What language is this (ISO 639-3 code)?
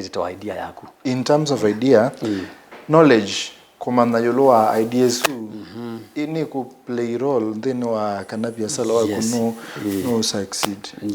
kam